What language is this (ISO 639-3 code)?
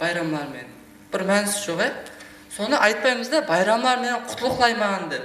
kaa